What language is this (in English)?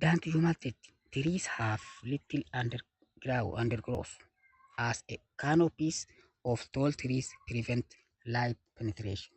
Oromo